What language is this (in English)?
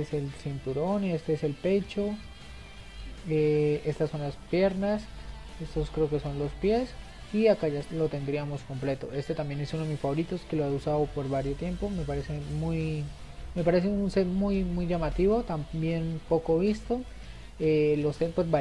Spanish